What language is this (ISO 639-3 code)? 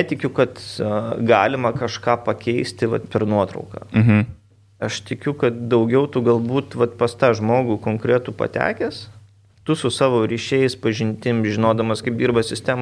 lit